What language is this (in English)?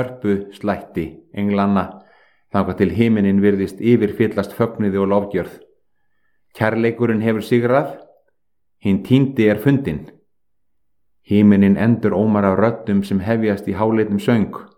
Icelandic